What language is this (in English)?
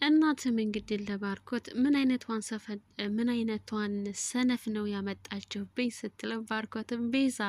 Amharic